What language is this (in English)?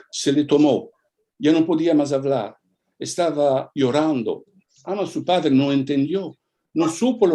Ladino